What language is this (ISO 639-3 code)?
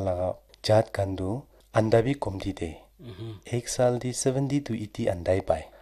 nag